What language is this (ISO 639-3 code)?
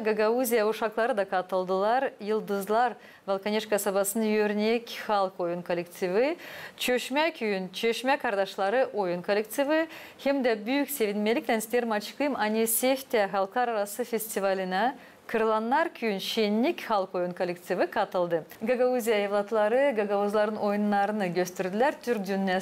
gag